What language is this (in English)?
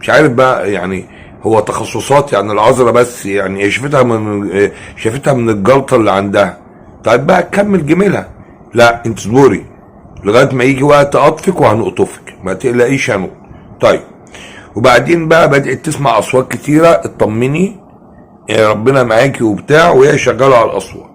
Egyptian Arabic